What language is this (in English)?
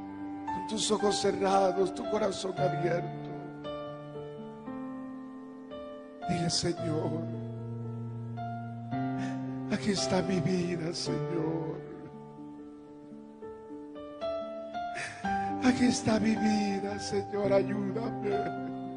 Spanish